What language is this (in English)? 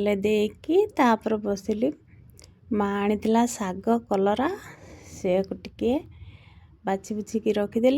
Odia